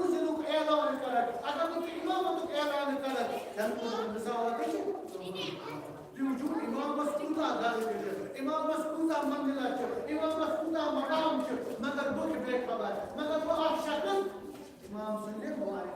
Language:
Kashmiri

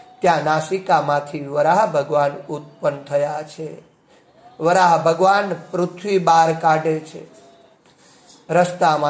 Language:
Gujarati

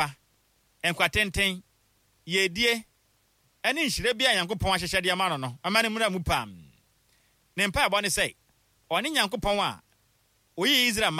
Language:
Akan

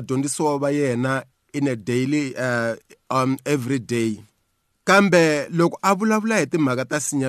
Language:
Tsonga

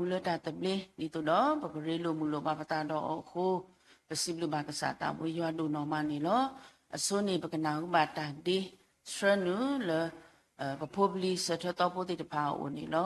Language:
S'gaw Karen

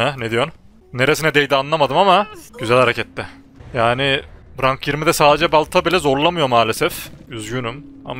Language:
Turkish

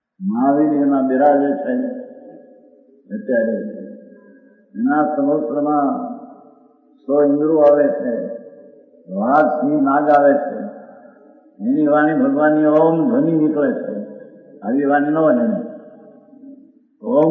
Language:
Gujarati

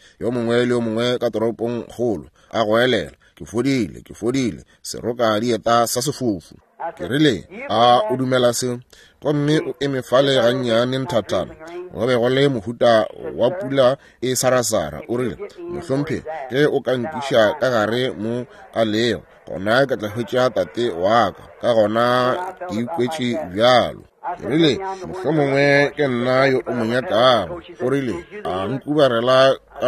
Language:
Northern Sotho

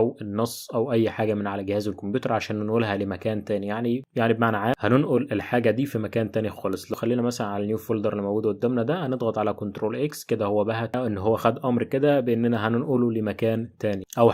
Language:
Egyptian Arabic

